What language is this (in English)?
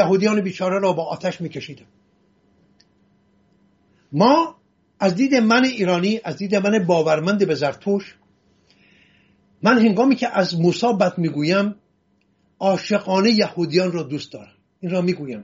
Persian